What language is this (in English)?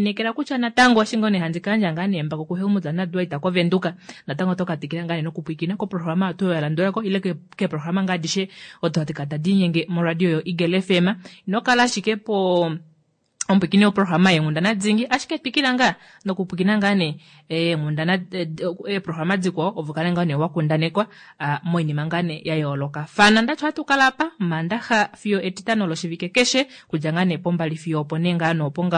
Kuanyama